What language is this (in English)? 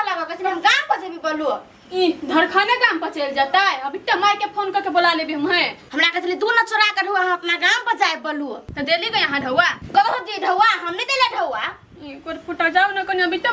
Maithili